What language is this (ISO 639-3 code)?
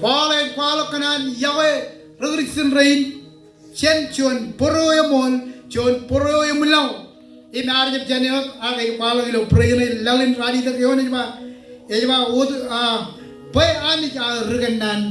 mah